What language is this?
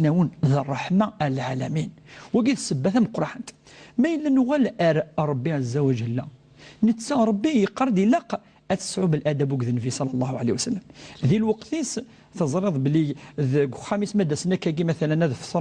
Kabyle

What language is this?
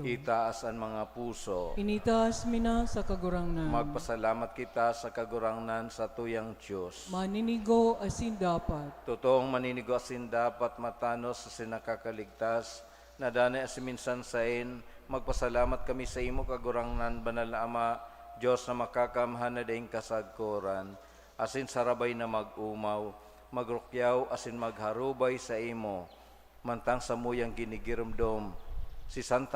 Bikol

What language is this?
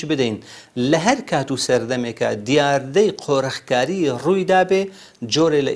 Central Kurdish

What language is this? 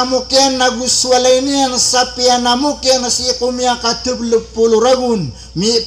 Maranao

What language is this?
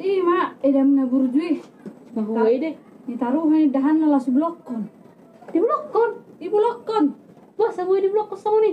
Batak Toba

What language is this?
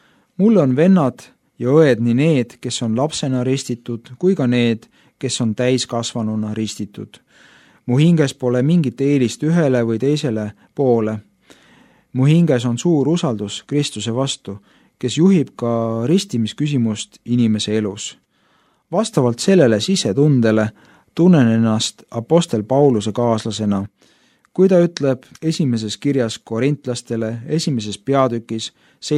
Estonian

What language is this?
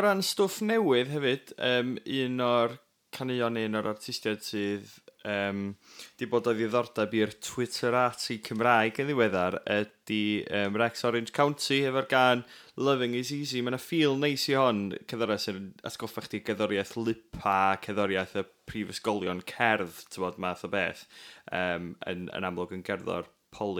Welsh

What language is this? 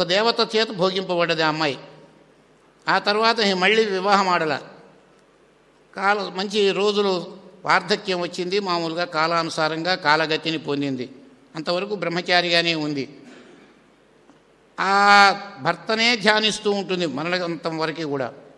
Telugu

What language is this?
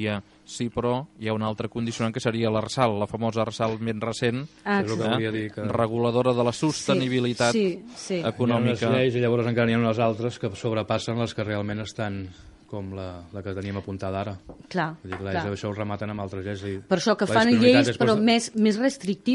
Catalan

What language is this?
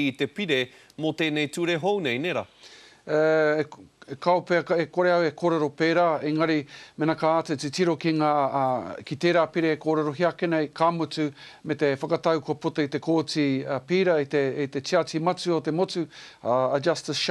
Māori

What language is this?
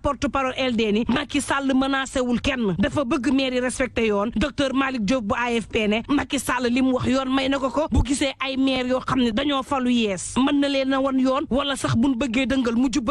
Wolof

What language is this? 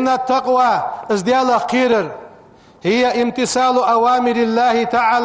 Ingush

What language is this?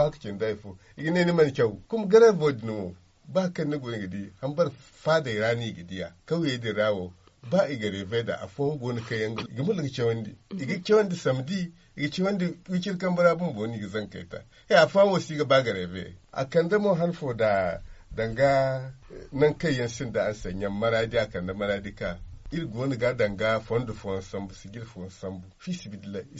Zarma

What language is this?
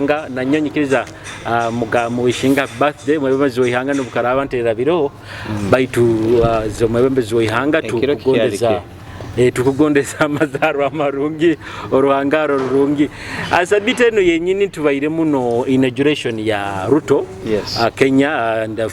Nyoro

